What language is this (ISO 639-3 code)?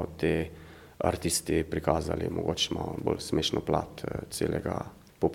slv